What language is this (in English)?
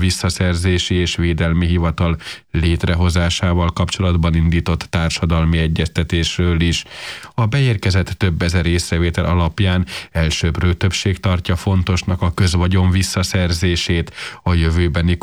Hungarian